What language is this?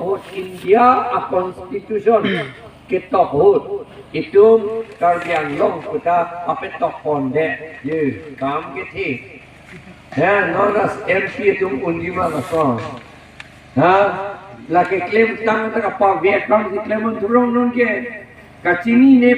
Karbi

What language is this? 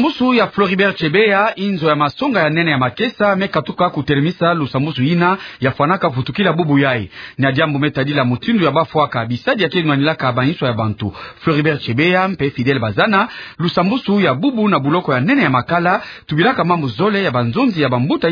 Kituba (Democratic Republic of Congo)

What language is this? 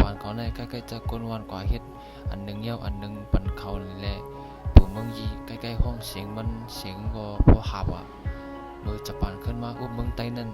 Shan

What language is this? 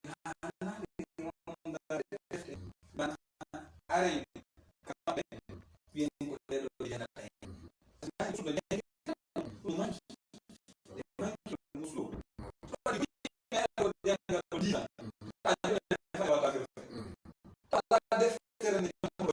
Pular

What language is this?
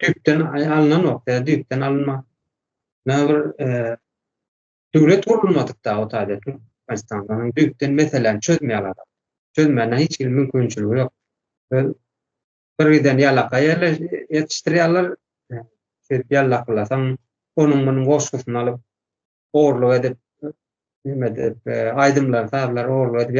Turkmen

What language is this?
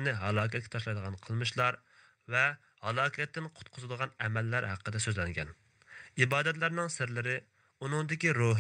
Uyghur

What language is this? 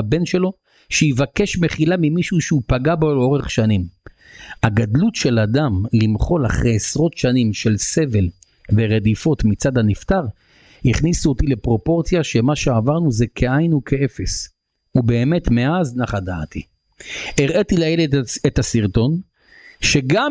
Hebrew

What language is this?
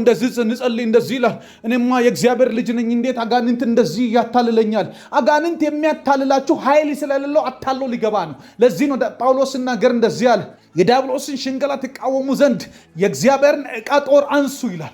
Amharic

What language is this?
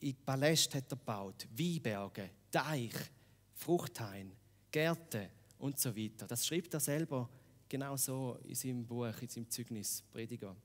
Swiss German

